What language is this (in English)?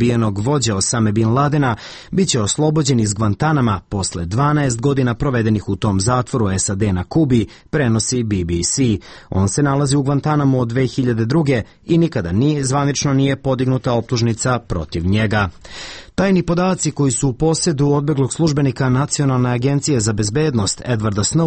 Serbian